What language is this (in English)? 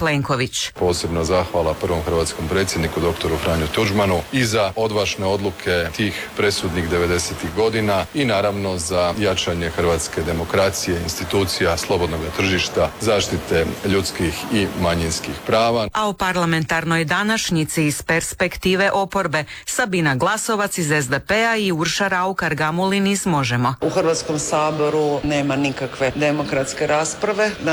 Croatian